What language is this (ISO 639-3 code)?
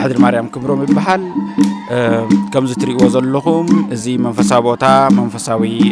tir